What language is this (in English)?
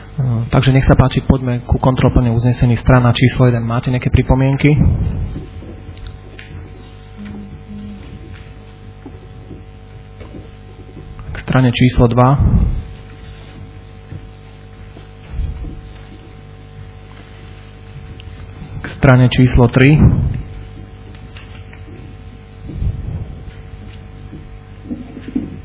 Slovak